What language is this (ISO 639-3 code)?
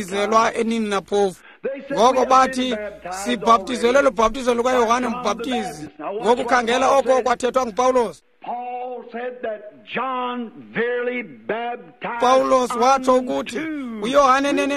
xho